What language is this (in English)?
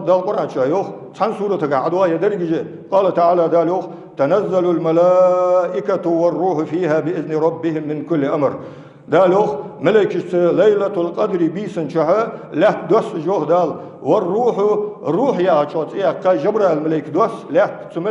Ingush